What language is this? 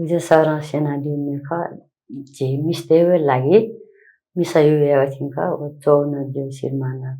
Newari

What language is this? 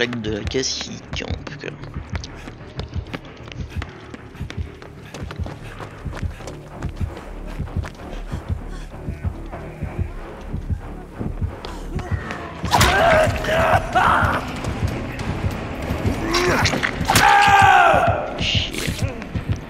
French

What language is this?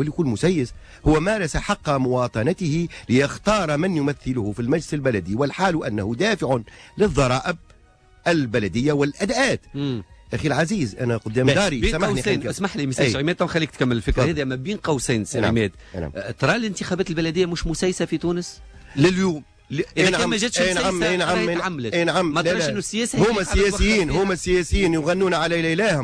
Tunisian Arabic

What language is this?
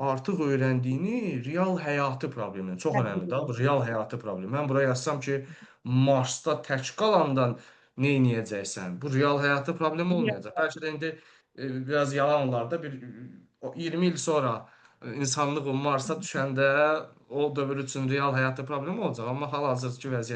Azerbaijani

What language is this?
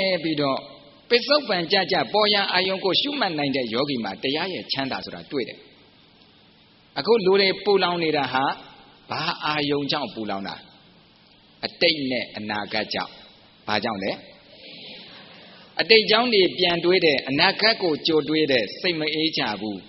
Burmese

